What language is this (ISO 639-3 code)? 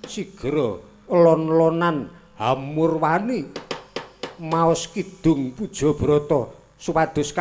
jav